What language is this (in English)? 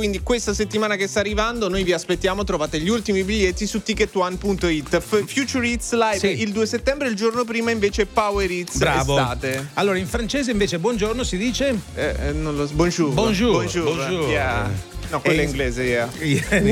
Italian